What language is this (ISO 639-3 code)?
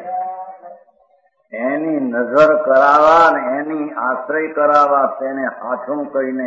guj